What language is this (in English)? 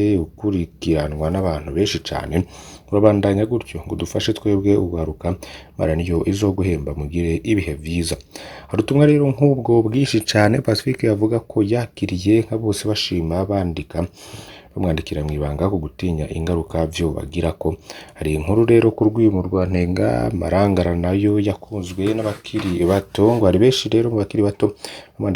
Rundi